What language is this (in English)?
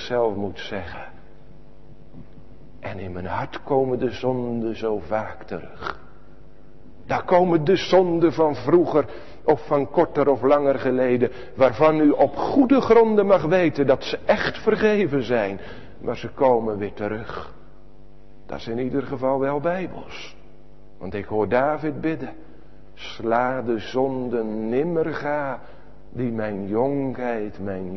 Dutch